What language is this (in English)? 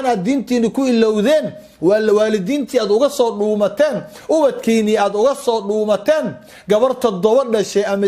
Somali